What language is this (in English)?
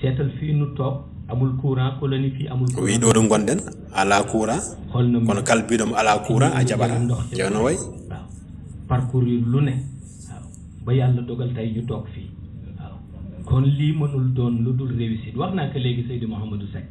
Fula